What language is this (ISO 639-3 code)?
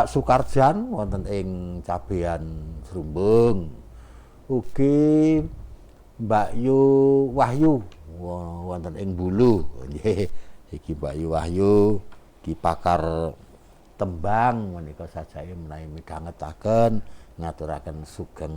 jav